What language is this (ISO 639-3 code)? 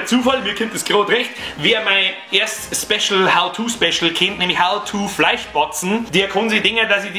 bar